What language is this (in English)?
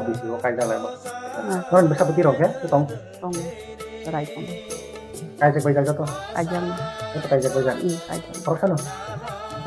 Kok Borok